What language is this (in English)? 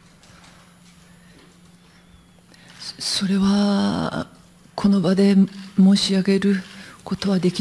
Japanese